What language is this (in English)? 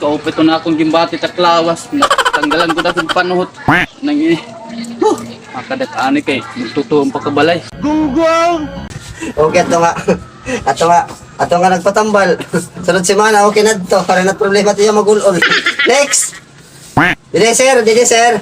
Waray